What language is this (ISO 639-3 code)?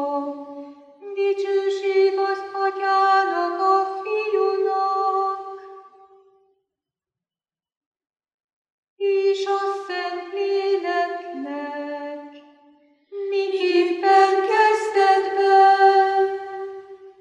hun